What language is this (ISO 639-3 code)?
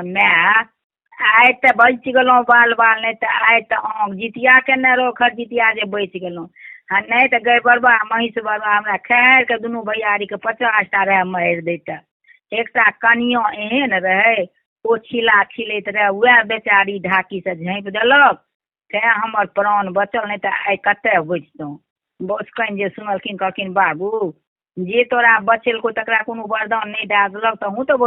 mai